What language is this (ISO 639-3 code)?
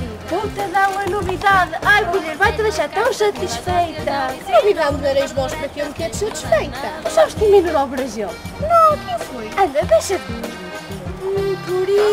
mwl